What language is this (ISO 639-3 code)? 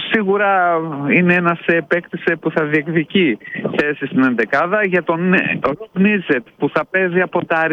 ell